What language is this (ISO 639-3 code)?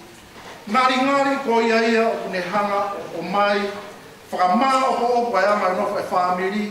ton